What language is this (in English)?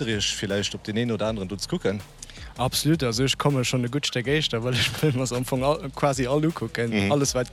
Luxembourgish